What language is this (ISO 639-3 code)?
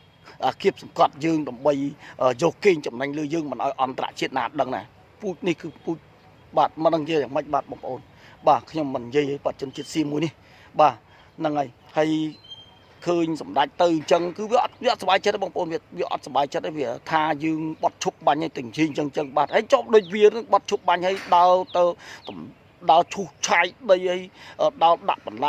khm